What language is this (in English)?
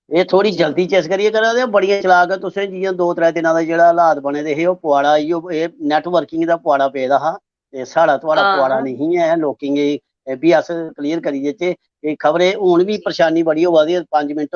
Dogri